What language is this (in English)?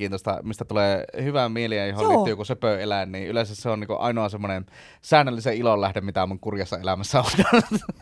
Finnish